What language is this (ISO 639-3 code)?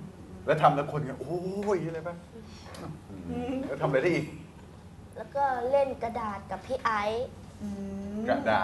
tha